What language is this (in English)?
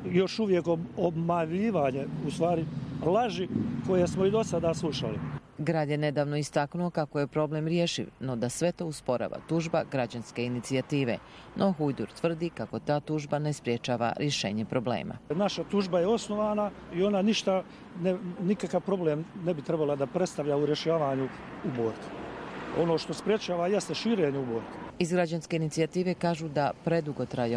Bosnian